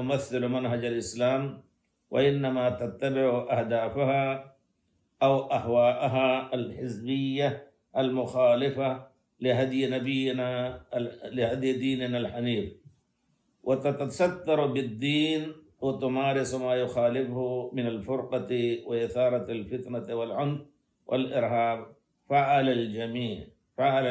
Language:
Arabic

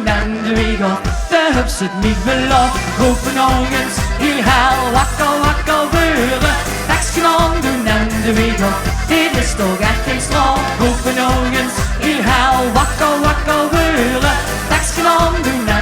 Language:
Limburgish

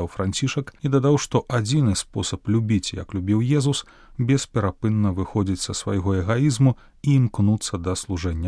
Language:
Belarusian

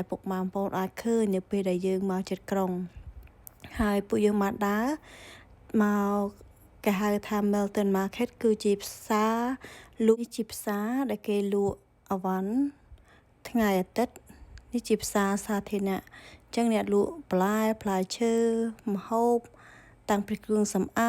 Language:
Khmer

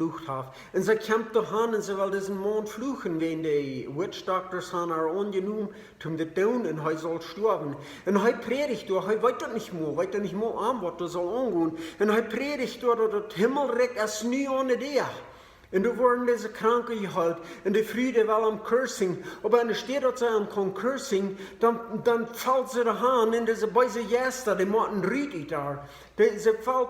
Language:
Plautdietsch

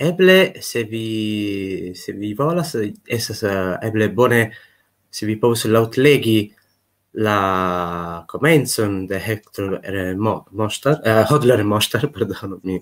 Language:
Esperanto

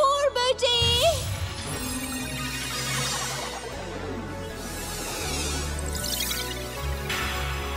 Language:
Turkish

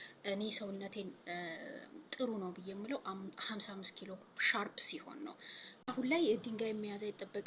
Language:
Amharic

